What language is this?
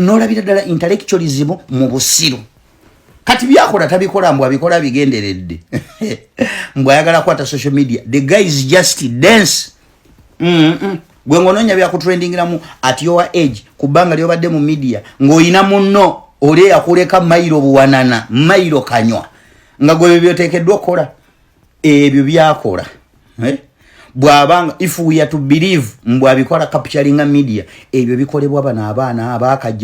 Ganda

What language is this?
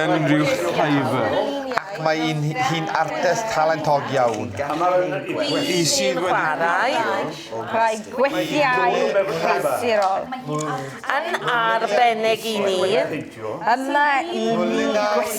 Welsh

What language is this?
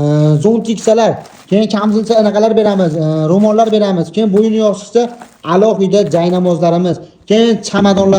Uzbek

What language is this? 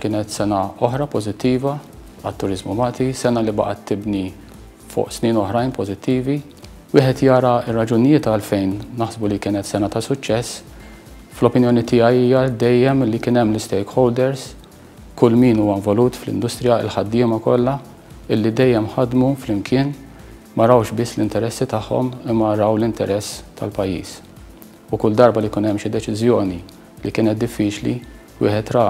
Maltese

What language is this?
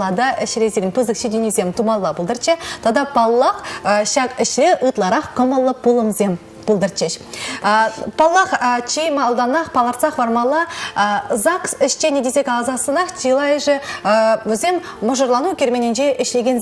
Chuvash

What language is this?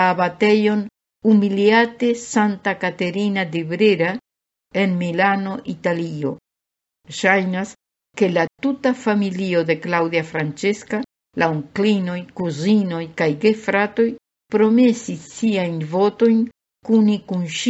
Esperanto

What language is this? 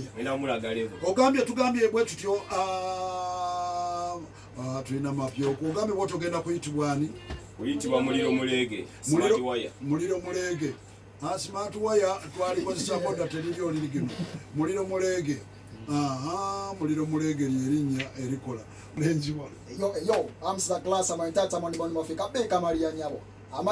Ganda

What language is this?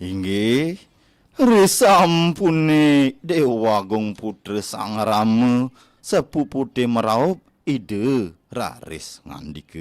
Balinese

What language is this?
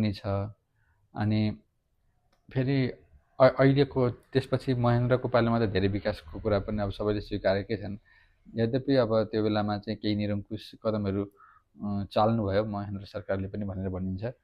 Nepali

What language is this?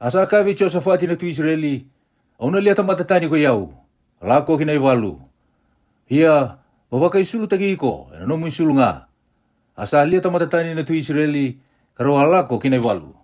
Fijian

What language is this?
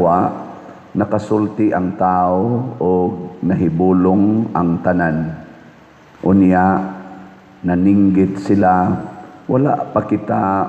Cebuano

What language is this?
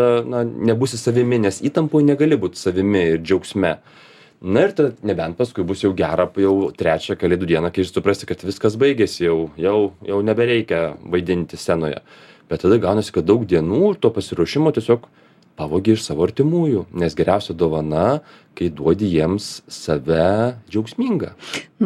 Lithuanian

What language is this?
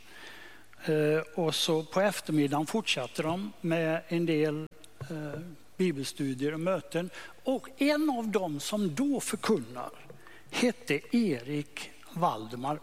Swedish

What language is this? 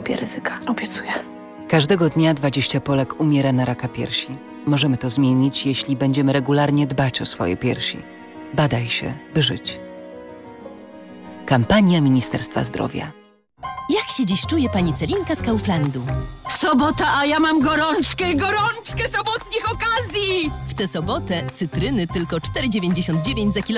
Polish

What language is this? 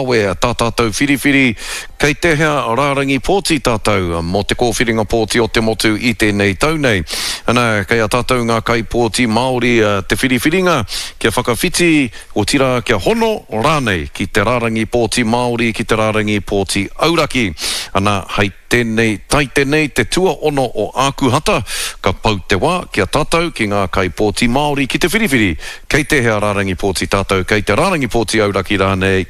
Māori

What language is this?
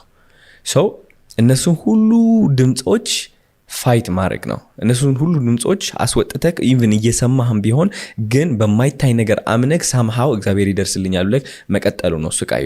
Amharic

